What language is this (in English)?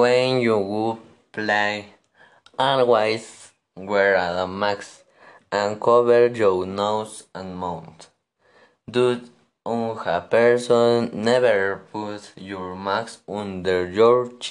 English